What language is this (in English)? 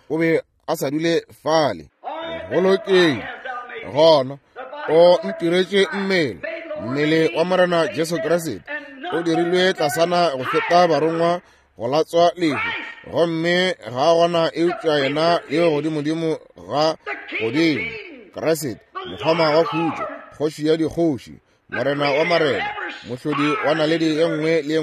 Northern Sotho